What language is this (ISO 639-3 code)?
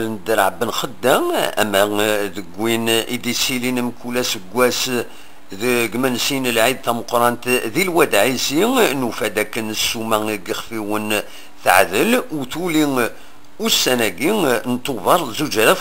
kab